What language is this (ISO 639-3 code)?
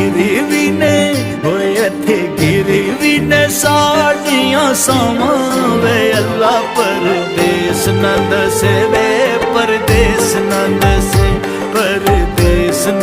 phr